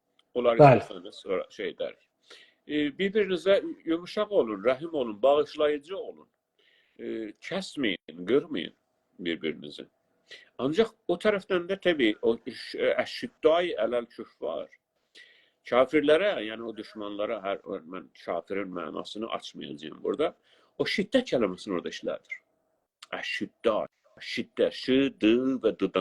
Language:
South Azerbaijani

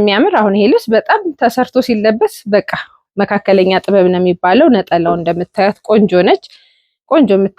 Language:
Amharic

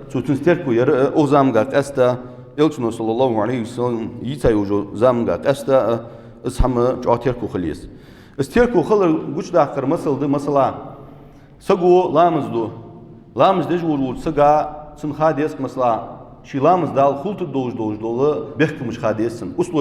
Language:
Ingush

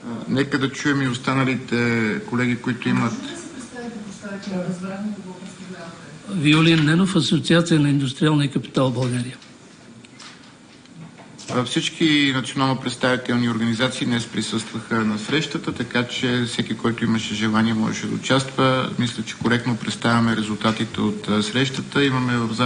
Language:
Bulgarian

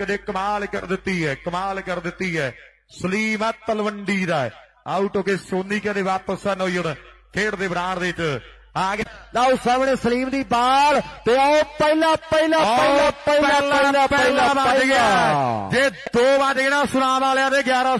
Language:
Punjabi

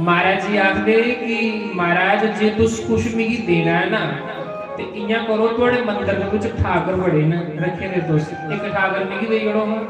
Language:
Dogri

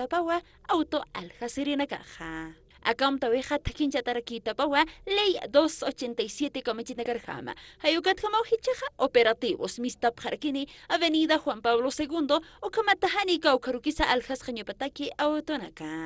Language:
Aymara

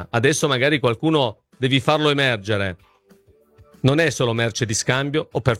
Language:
Italian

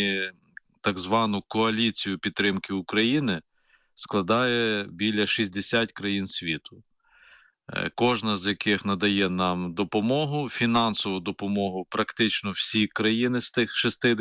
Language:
Ukrainian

